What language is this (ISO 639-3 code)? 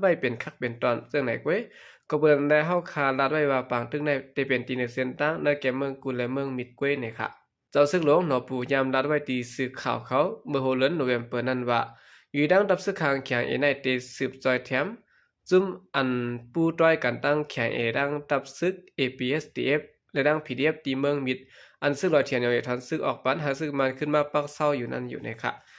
shn